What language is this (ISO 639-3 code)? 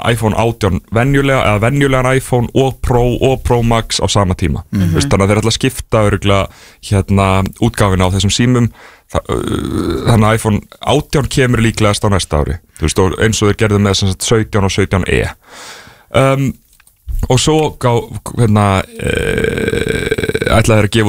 isl